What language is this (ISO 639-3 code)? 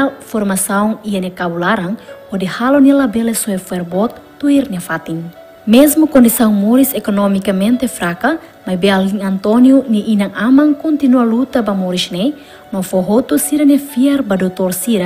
tet